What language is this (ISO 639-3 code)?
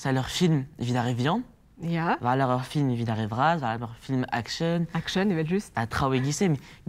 bre